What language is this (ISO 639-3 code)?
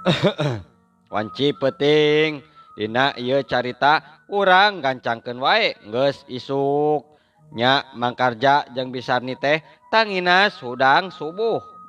sun